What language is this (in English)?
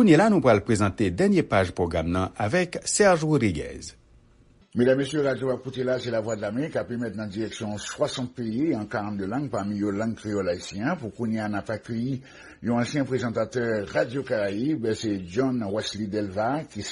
Haitian Creole